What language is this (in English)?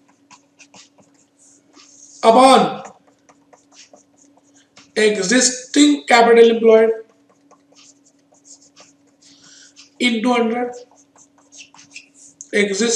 Hindi